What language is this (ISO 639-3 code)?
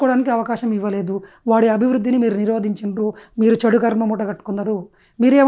tel